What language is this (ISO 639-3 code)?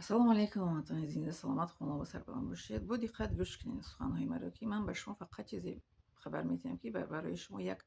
tgk